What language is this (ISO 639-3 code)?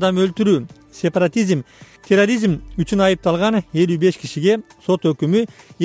kir